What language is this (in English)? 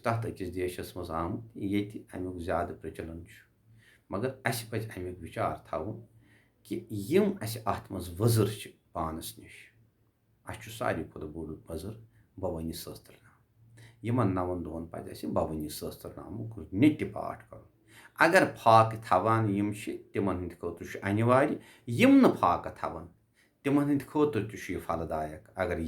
Kashmiri